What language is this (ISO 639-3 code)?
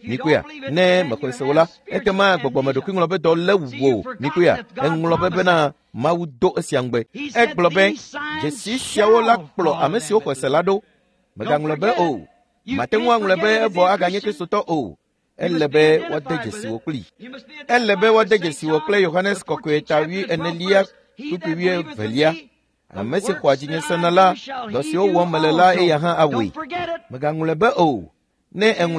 ewe